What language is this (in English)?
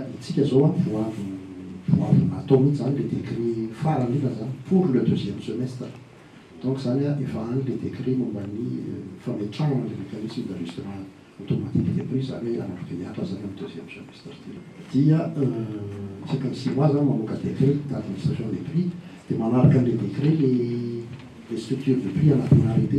Malagasy